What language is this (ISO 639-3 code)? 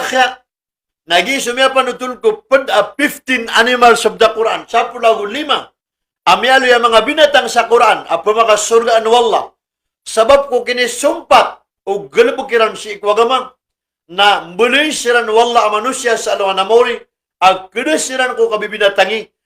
mrw